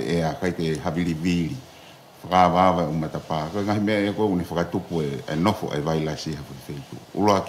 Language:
Tongan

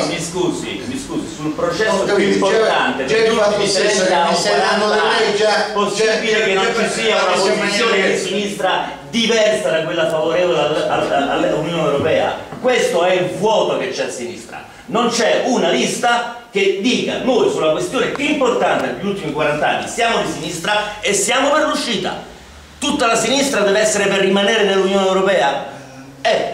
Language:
Italian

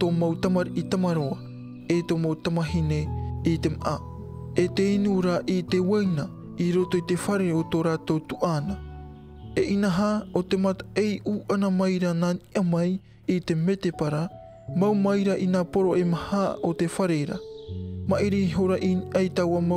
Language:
Tahitian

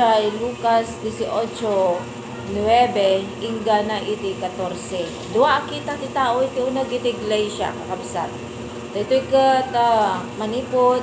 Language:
Iloko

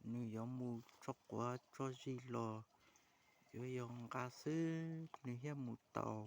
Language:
Hmong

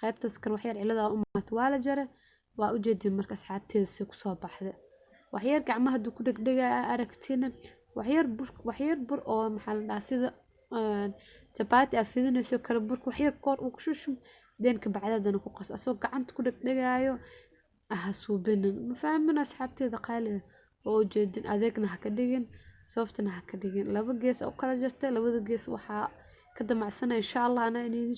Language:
Somali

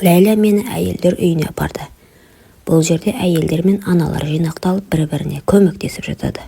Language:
Kazakh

